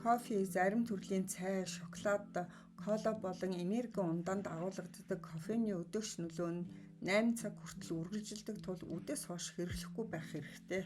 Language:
Mongolian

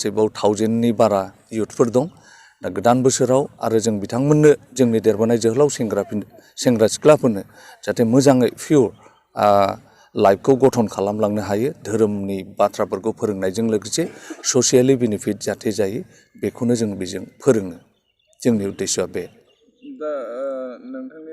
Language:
Bodo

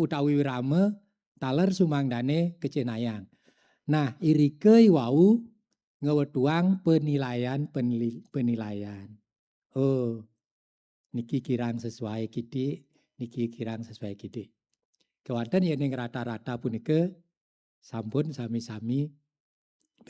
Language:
Balinese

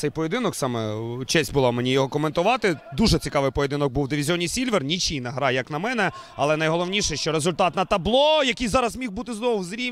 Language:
Ukrainian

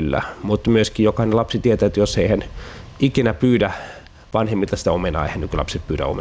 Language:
Finnish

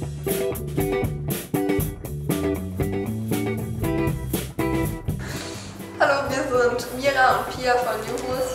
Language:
German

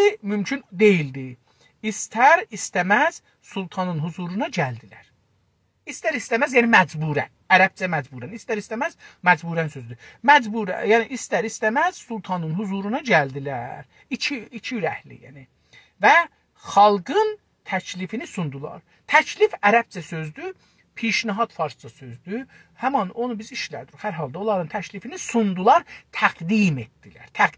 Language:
South Azerbaijani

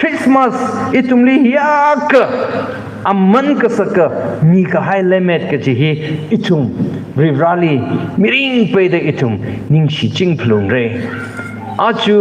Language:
Tangkhul Naga (India)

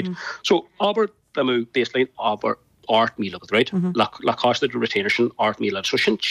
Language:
Irish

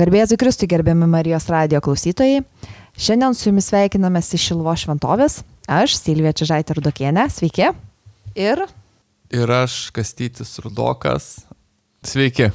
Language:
Lithuanian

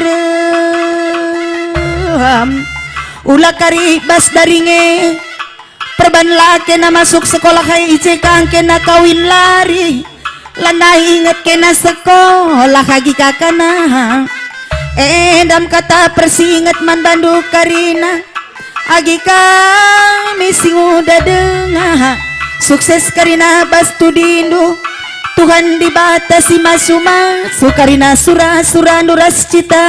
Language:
Batak Karo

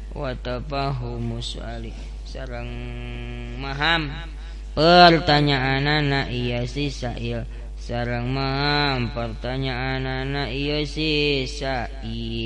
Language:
Sundanese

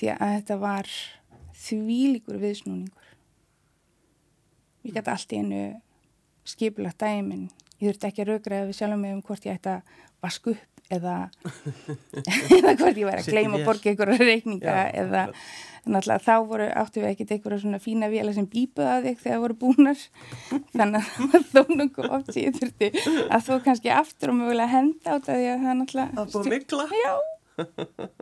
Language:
Icelandic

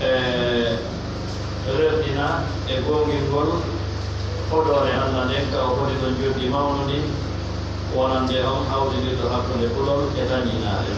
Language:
Fula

